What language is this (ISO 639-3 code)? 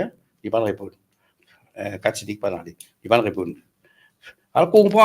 mfe